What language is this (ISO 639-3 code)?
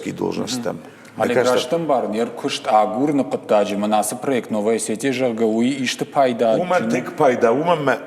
oss